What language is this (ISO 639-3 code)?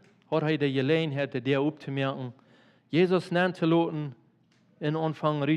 pdt